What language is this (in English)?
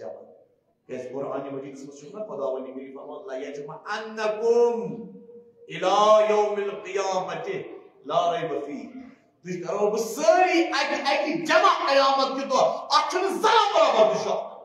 Kashmiri